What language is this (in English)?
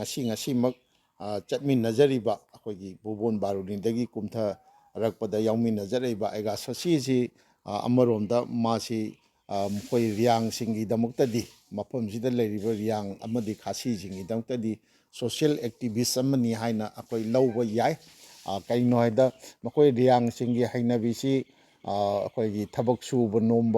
Manipuri